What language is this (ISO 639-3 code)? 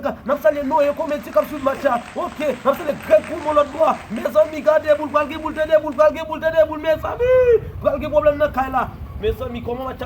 hat